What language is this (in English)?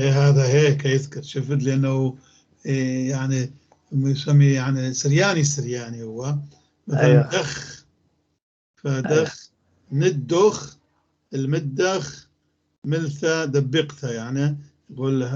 North Levantine Arabic